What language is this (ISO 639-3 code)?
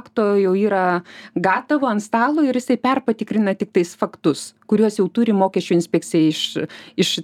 lit